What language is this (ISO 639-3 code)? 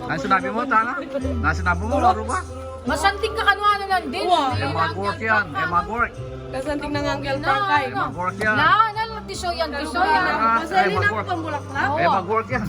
pam